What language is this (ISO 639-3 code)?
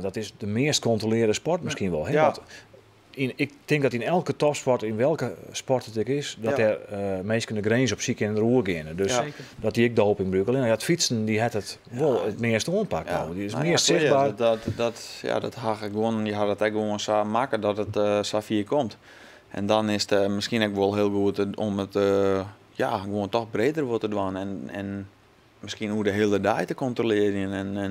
fry